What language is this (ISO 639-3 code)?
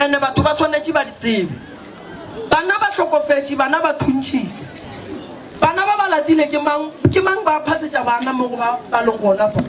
nso